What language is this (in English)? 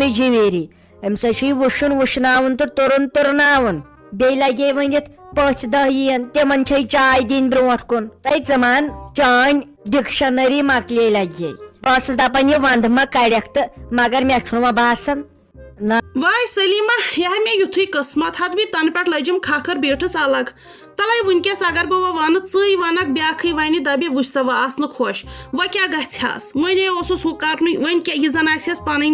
Kashmiri